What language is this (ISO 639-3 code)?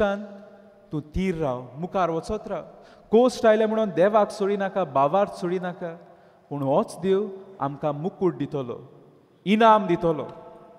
kok